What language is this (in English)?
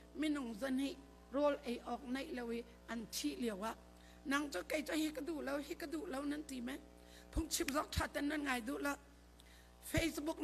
Hakha Chin